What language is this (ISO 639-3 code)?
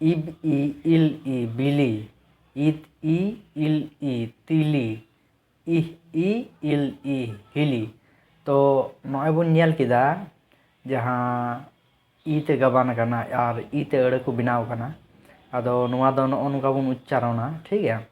sat